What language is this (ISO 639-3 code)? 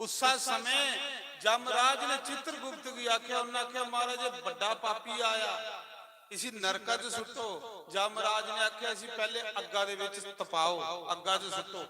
doi